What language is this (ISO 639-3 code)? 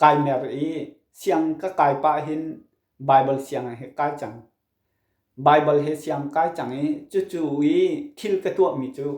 cnh